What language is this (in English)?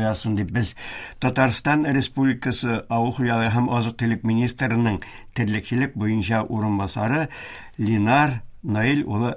Tatar